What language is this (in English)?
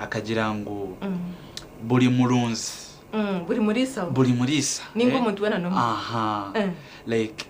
Nyankole